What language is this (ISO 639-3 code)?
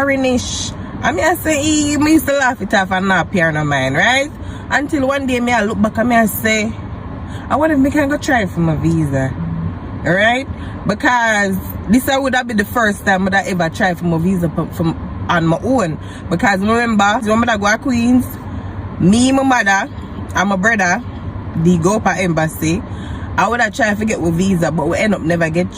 jam